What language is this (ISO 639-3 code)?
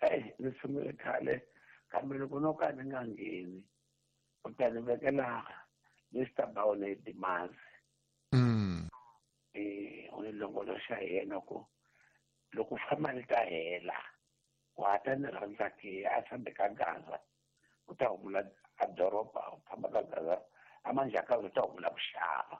tso